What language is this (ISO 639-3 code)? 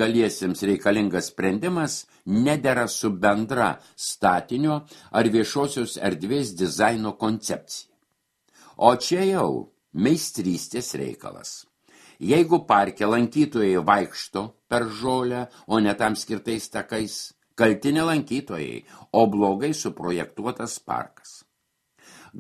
lit